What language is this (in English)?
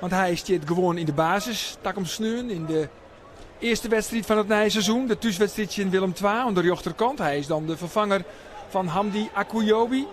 Western Frisian